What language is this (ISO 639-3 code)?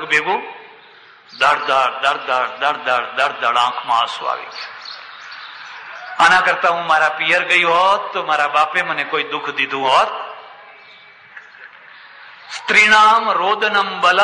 guj